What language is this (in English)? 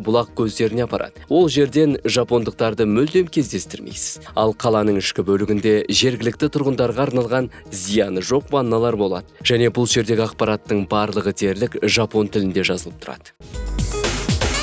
Kazakh